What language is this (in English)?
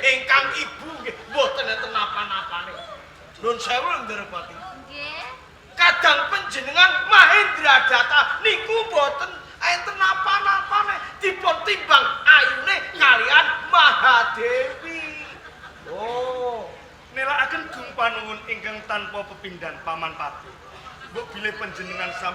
Javanese